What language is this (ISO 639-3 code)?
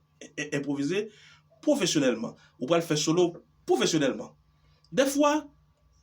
hat